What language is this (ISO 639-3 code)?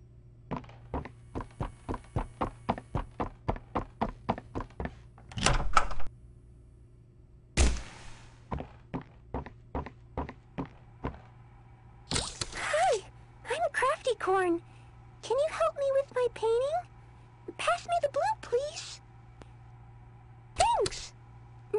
eng